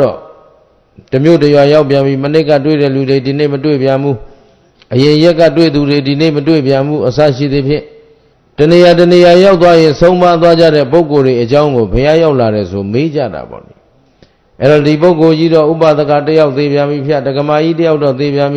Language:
Burmese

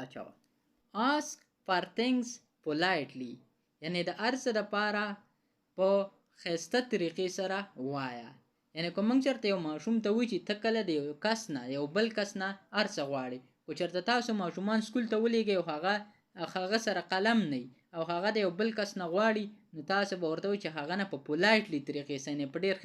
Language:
Pashto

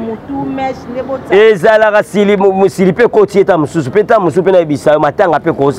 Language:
Lingala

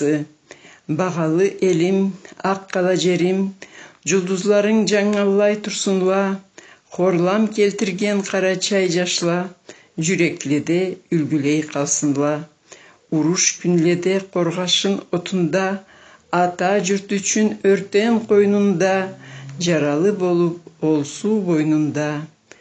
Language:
Karachay-Balkar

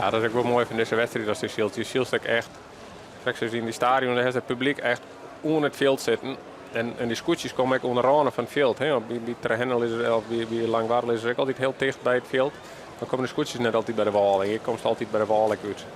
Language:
Western Frisian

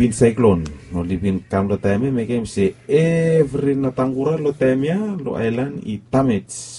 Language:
Bislama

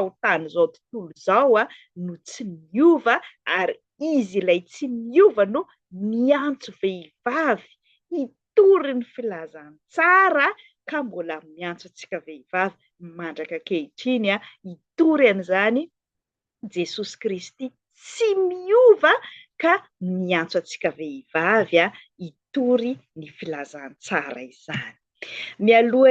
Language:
Malagasy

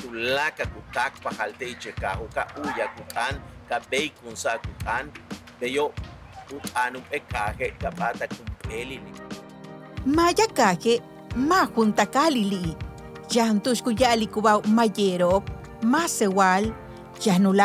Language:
Yucateco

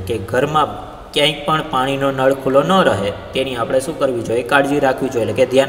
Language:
Gujarati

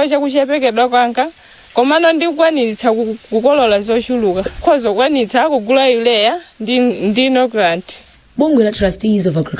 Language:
Nyanja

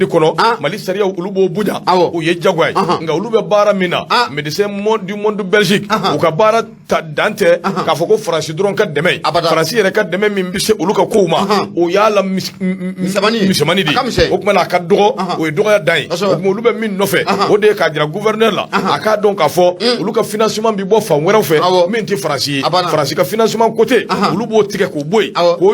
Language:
Bambara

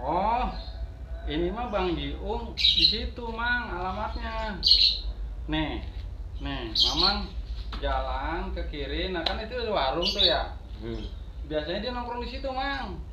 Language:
Betawi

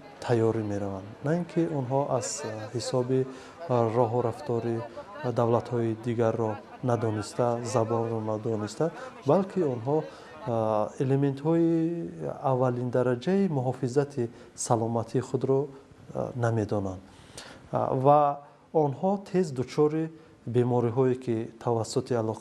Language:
Tajik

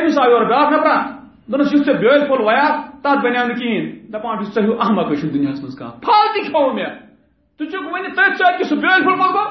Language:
Kashmiri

